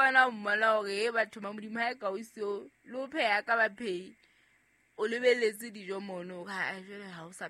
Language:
Southern Sotho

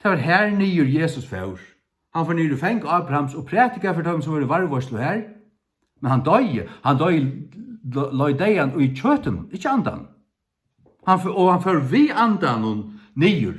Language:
Faroese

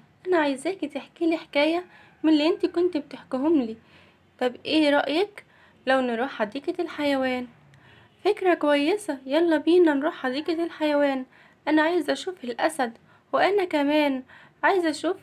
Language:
Egyptian Arabic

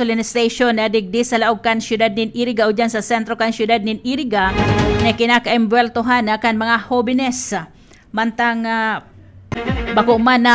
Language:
Bikol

